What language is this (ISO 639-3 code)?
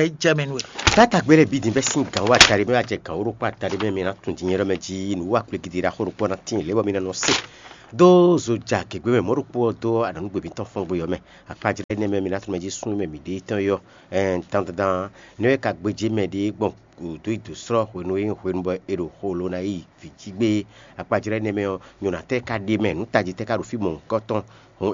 fon